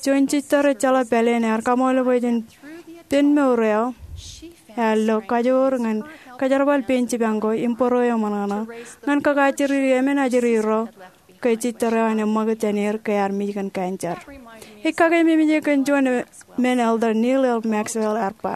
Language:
Marshallese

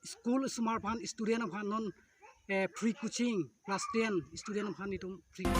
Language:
Karbi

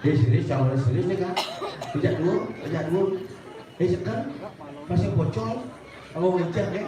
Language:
Balinese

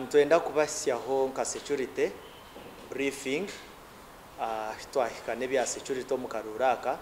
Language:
Nyankole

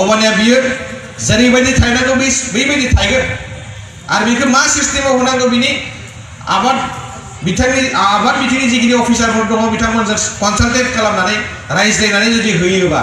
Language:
Bodo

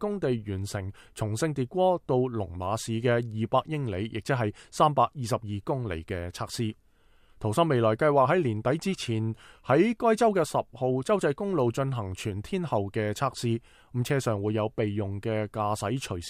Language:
Cantonese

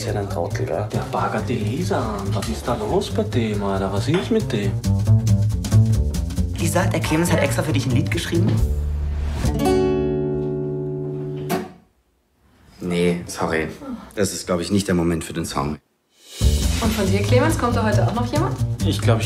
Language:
German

